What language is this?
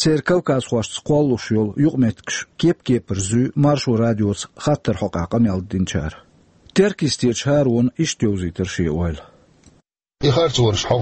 Chechen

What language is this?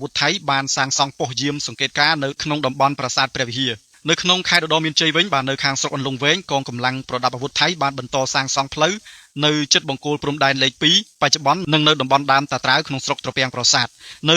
Khmer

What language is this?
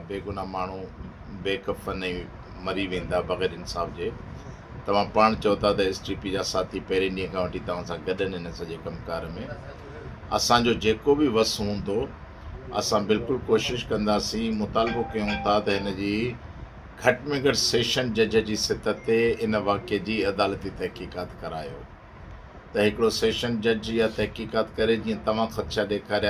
Sindhi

